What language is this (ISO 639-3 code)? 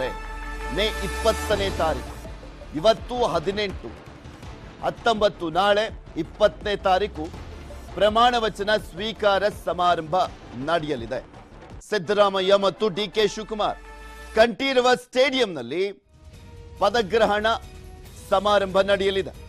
kan